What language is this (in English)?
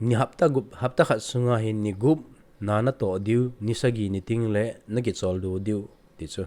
Thado Chin